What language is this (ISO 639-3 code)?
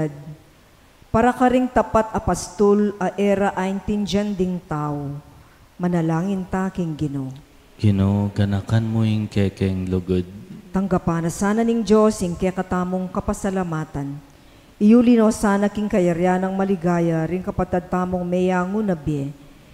pam